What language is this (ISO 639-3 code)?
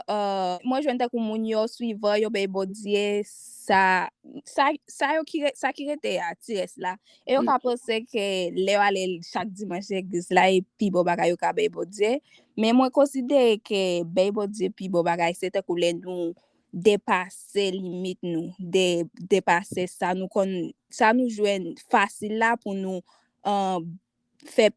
hat